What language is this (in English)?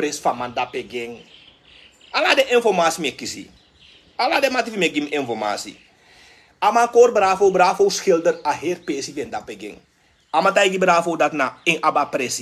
Sranan Tongo